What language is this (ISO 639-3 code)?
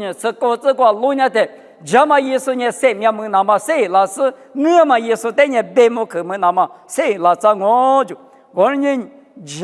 lis